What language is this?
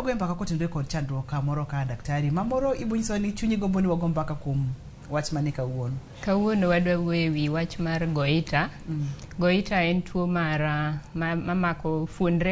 Luo (Kenya and Tanzania)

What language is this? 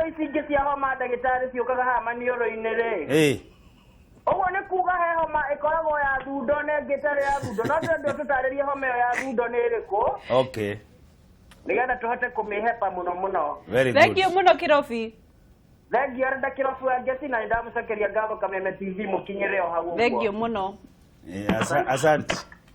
Kikuyu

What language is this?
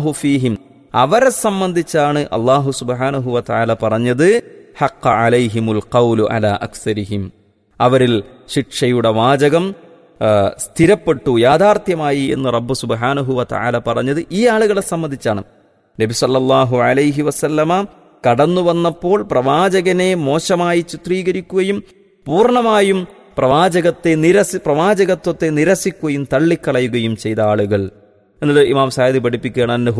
Malayalam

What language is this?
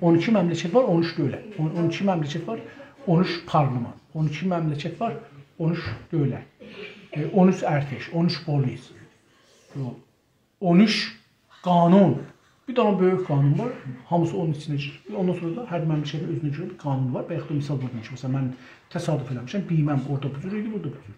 South Azerbaijani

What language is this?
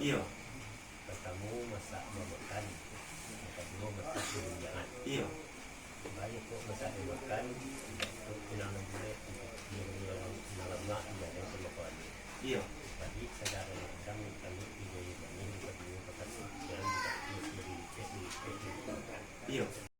Minangkabau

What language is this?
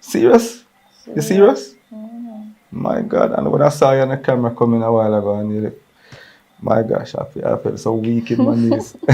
Jamaican Creole English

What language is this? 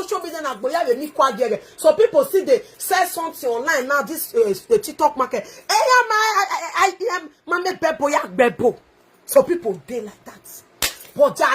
Nigerian Pidgin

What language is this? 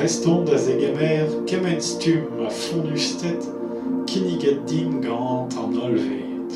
Breton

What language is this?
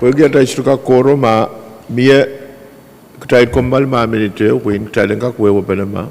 Pohnpeian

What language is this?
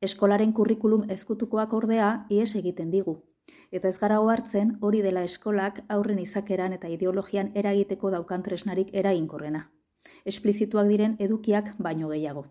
Basque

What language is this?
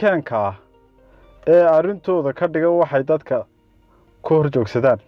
Somali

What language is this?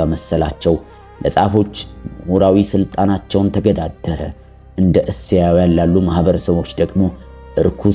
Amharic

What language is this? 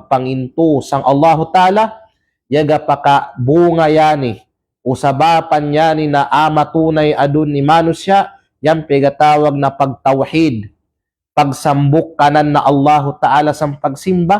Kalagan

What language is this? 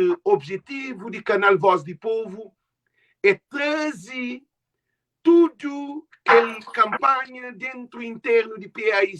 Kabuverdianu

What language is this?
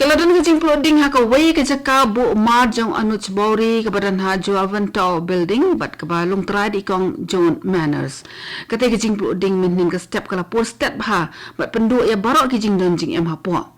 Khasi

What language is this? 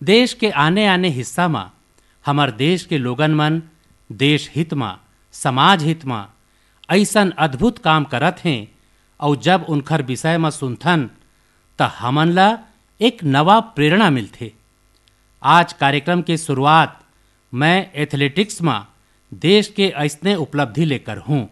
Chhattisgarhi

